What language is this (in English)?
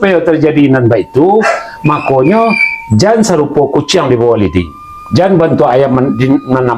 Minangkabau